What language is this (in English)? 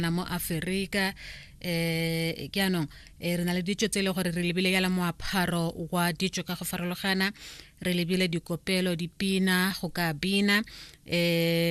Tswana